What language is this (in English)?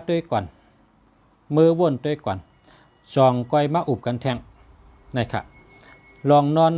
Shan